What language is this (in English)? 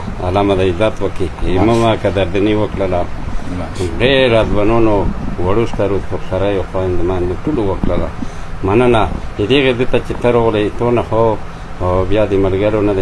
Pashto